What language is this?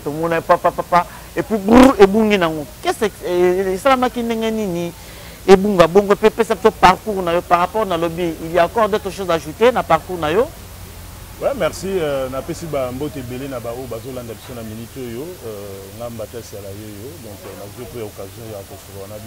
Lingala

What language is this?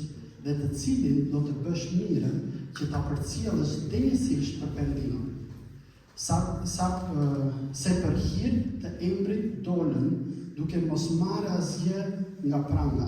Albanian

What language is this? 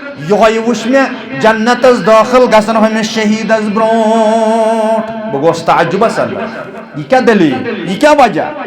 Kashmiri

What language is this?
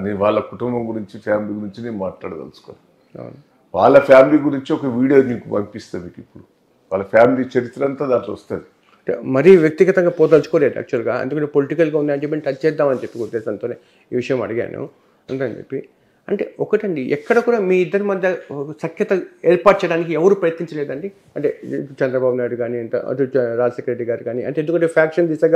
Telugu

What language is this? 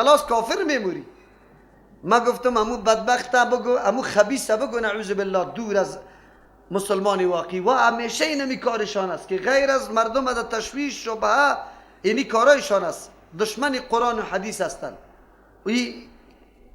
Persian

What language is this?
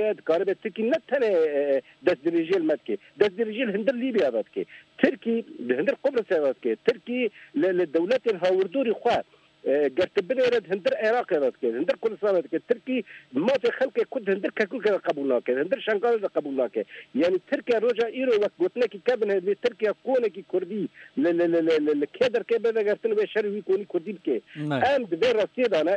Kurdish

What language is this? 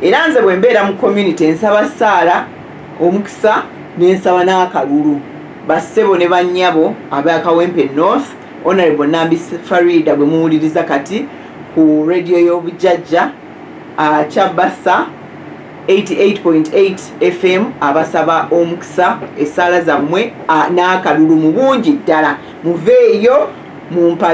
Ganda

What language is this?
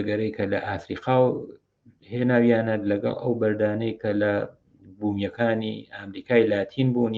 Central Kurdish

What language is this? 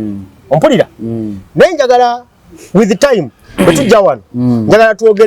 Ganda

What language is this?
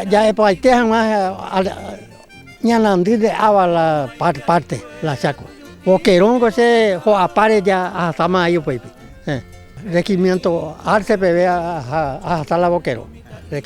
Guarani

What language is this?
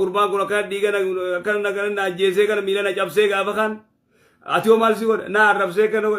Oromo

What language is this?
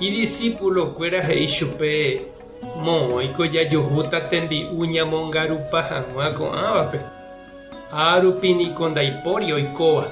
Guarani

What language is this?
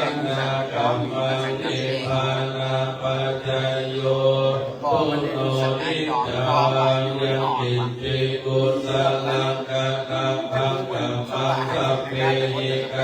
Pali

